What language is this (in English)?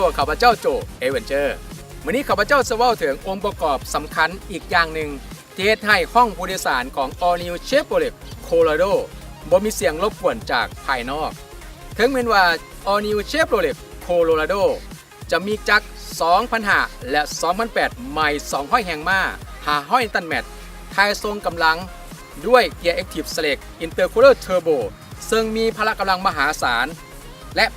Lao